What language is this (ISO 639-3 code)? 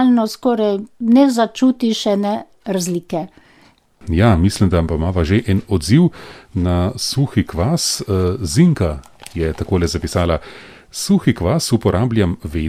slv